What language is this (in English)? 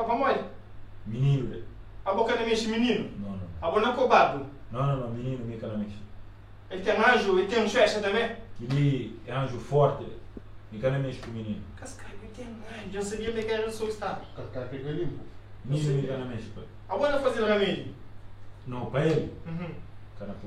Kabuverdianu